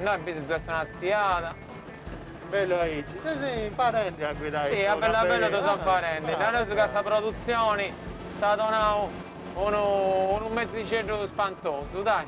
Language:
Sardinian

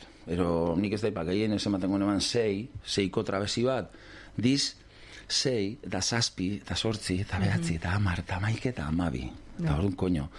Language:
Basque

